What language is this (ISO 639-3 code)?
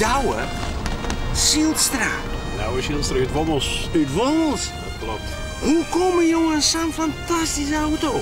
fry